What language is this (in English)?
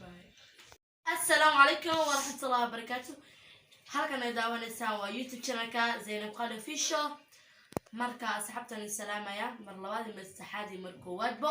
Somali